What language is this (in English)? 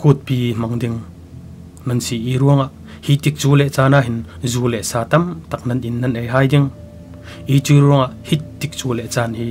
Falam Chin